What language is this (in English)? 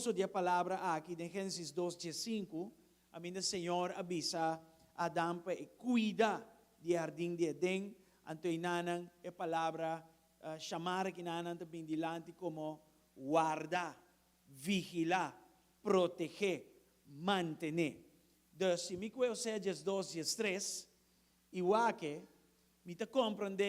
Papiamento